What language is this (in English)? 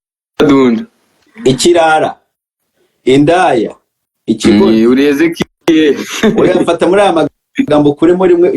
Kinyarwanda